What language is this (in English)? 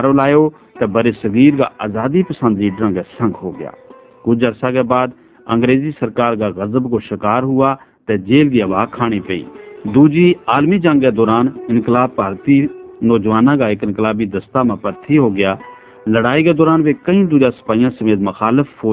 Gujari